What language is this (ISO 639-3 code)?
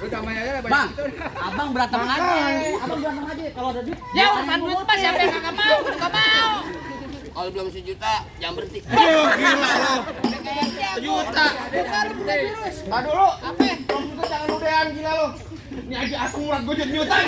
bew